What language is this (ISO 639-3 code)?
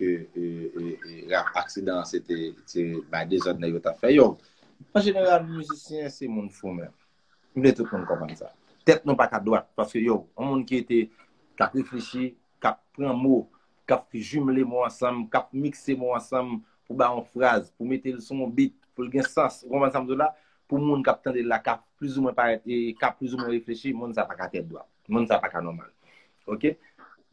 hat